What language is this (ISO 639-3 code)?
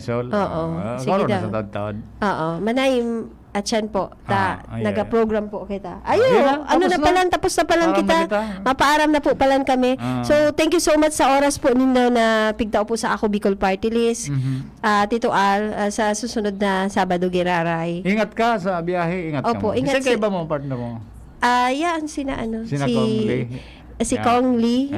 bik